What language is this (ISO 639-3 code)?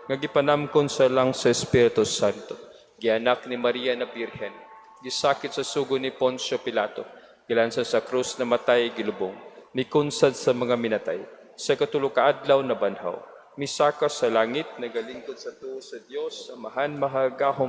ceb